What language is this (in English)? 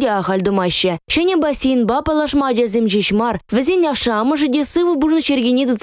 Chuvash